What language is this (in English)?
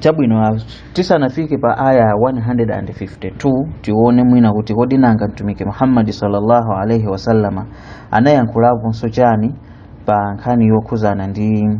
Nyanja